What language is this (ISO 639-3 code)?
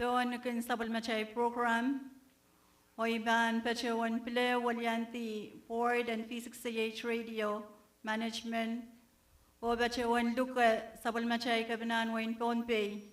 pon